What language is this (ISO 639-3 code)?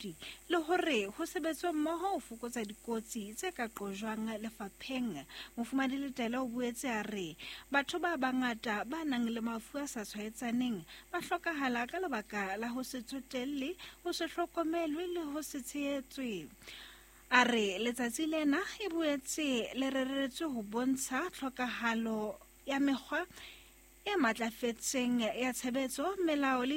sot